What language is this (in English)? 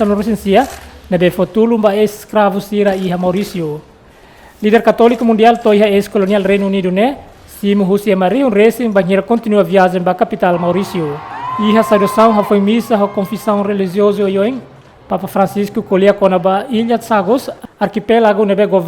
Tetum